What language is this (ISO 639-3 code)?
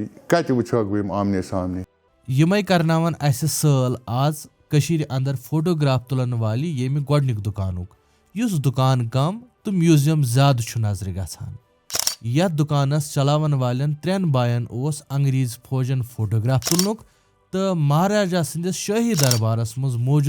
kas